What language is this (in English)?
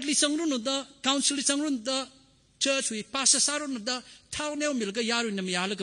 Tangkhul Naga (India)